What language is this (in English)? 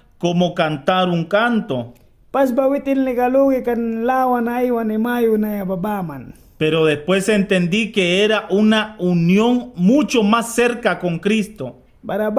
Mískito